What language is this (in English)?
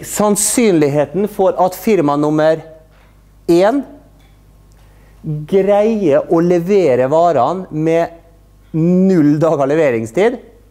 Norwegian